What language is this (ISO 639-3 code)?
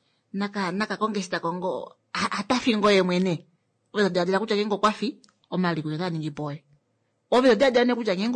kua